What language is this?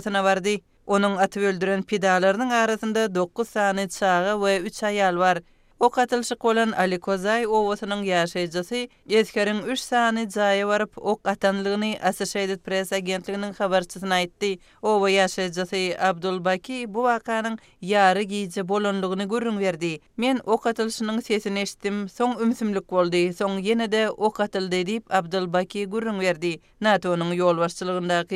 Kyrgyz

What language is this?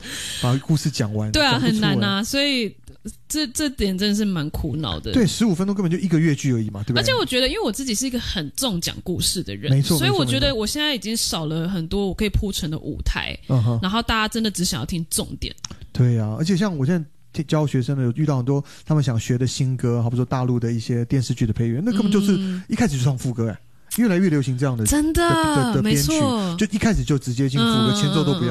Chinese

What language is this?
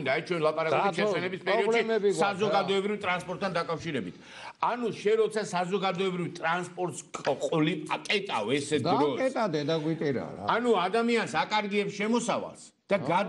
Georgian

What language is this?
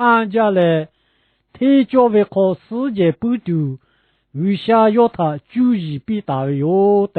Lahu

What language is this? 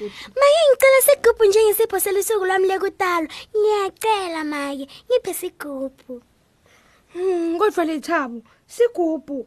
Swati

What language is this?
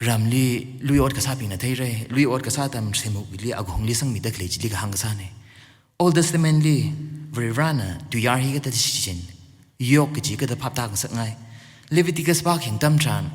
Tangkhul Naga (India)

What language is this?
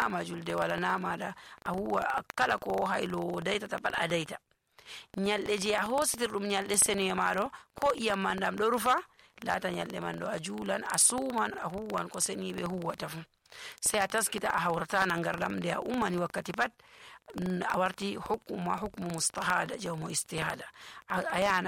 Nigerian Fulfulde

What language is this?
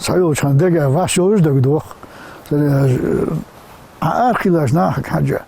Ingush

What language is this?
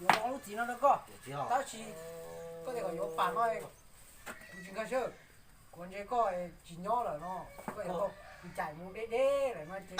Hmong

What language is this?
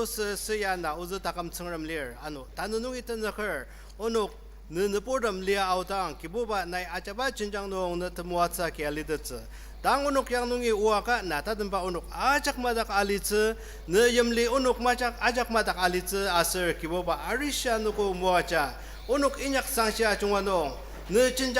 Ao Naga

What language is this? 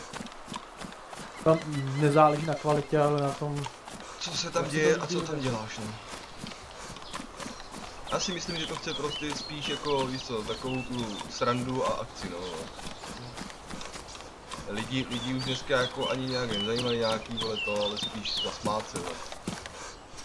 Czech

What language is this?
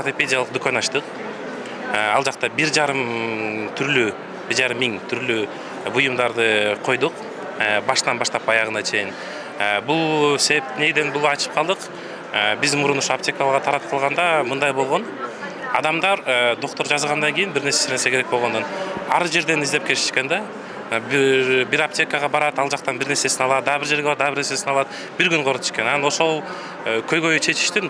Kyrgyz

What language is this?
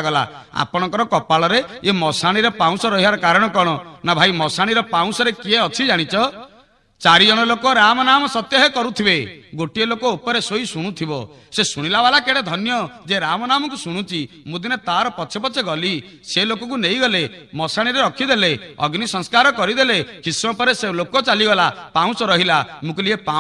Odia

